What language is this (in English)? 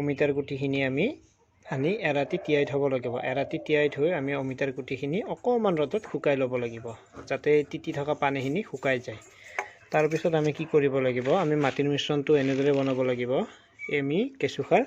Assamese